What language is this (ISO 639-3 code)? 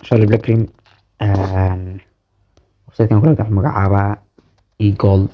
som